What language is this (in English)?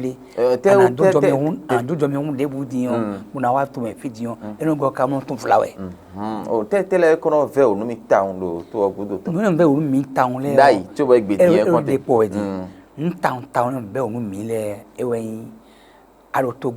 Fon